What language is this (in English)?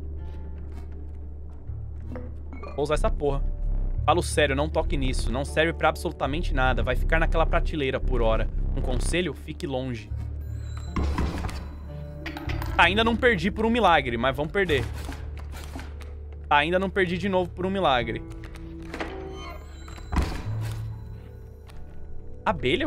Portuguese